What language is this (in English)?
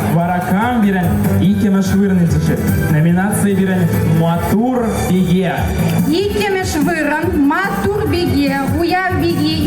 Chuvash